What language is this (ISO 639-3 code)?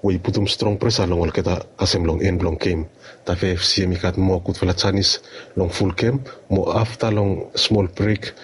bis